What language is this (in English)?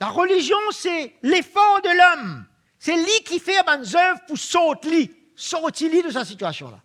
Morisyen